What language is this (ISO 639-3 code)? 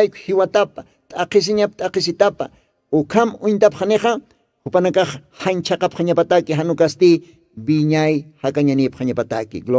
aym